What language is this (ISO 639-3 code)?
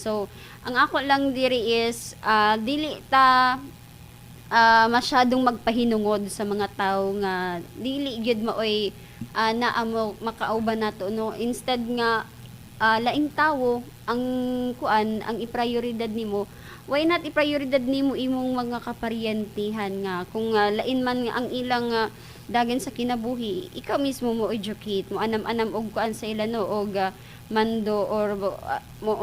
ceb